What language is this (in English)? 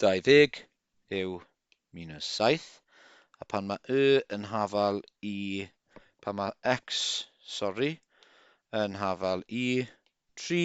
Welsh